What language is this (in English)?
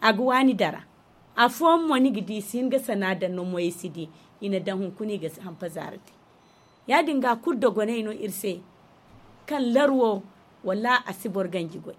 Zarma